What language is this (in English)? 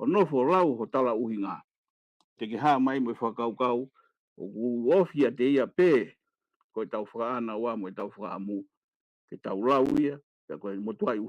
Tongan